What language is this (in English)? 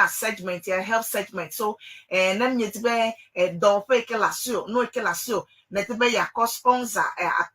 Ewe